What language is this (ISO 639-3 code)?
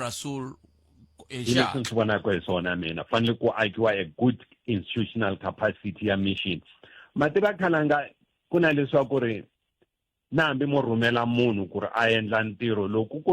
tso